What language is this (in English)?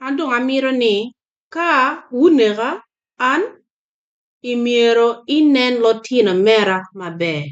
Acoli